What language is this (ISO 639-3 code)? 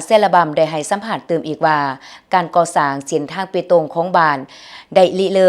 lao